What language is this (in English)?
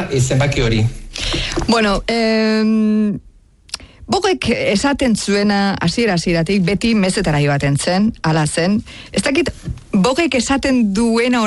Basque